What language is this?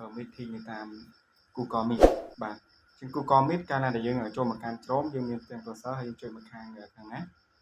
Khmer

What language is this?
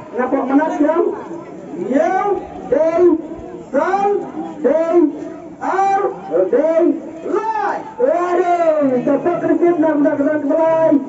Khasi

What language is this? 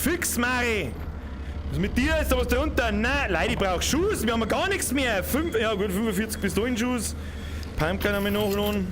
Bavarian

